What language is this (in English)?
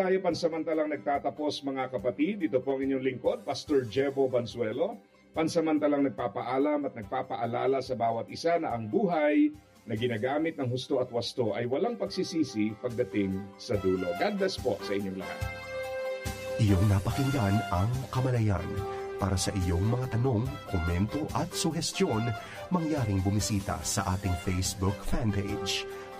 Filipino